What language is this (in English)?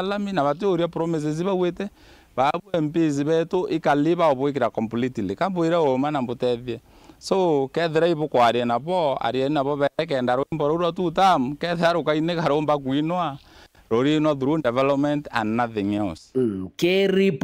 Meru